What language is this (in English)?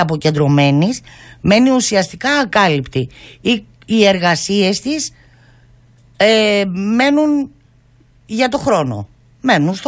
Greek